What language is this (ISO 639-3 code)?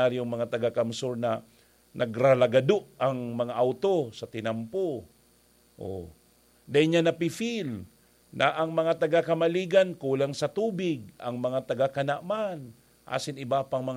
bik